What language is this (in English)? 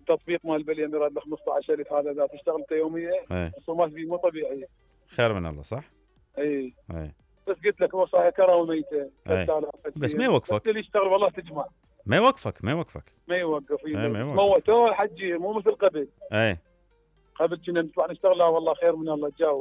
Mesopotamian Arabic